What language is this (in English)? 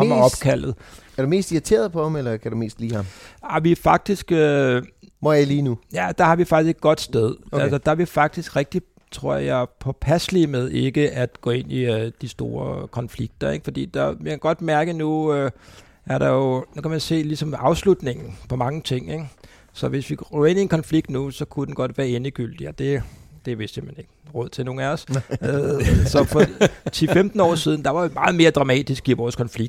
Danish